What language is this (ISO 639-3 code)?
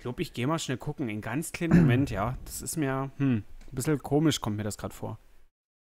deu